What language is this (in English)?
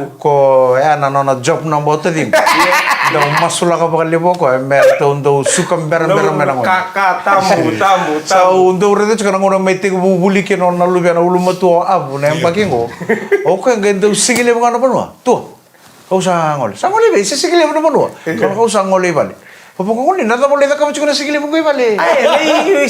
Fijian